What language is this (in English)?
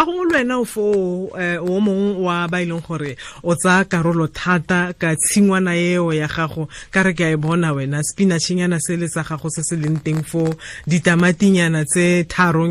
Tswana